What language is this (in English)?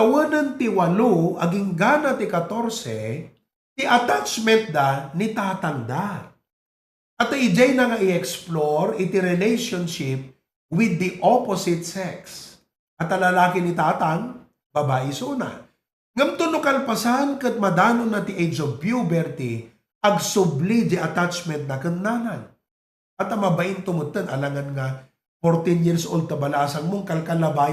Iloko